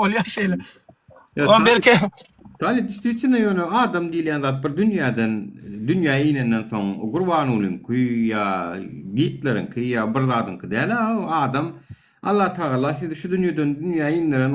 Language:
Turkmen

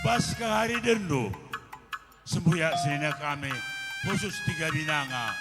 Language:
Batak Karo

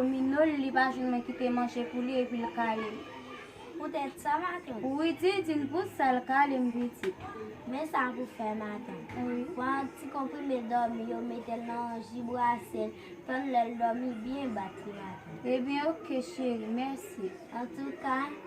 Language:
Haitian Creole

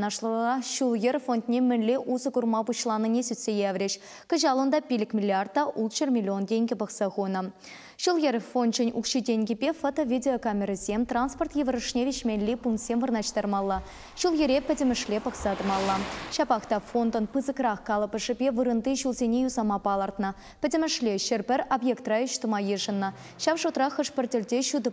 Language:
Chuvash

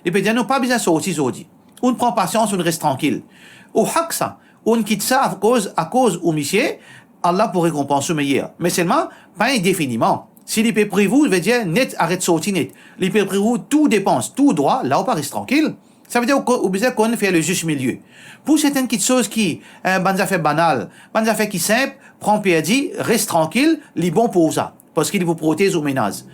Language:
Morisyen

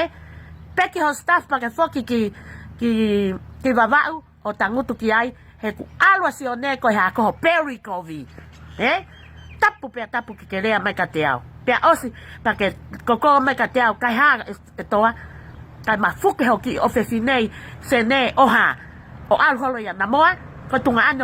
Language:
Tongan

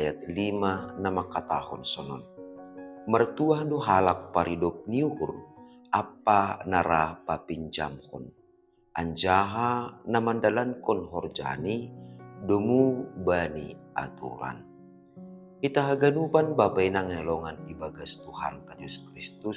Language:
Batak Simalungun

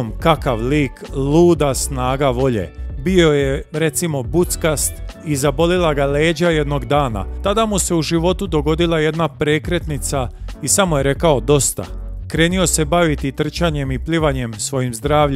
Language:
Croatian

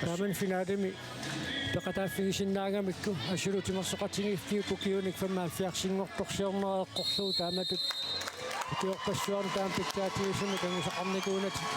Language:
Kalaallisut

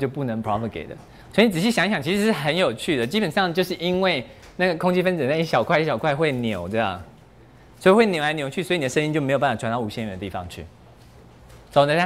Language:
Chinese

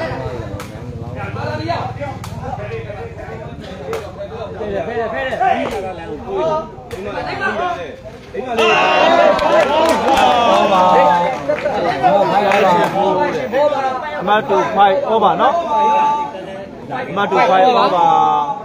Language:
Burmese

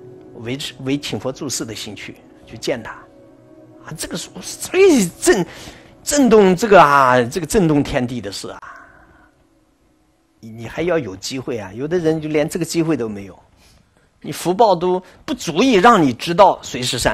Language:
Chinese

